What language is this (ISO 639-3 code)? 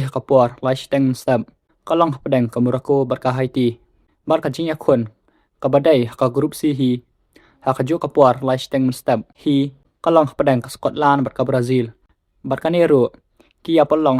kha